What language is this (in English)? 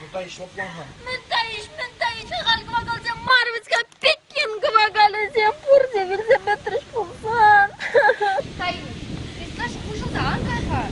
Chuvash